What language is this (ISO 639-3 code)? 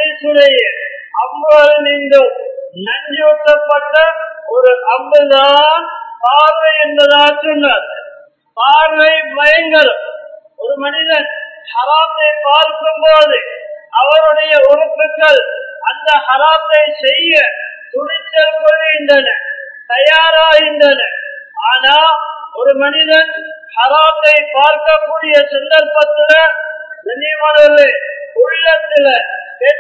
tam